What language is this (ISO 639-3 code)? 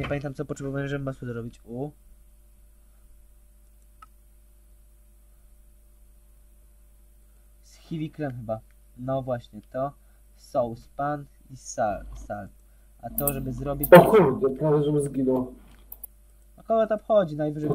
pol